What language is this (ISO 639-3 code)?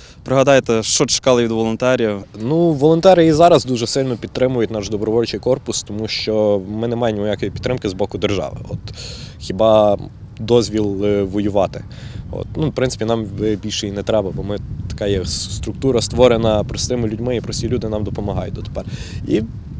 ukr